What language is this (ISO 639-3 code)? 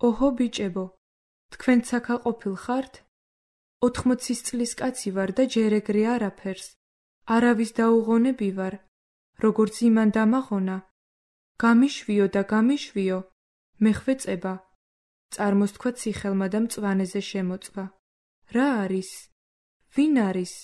kat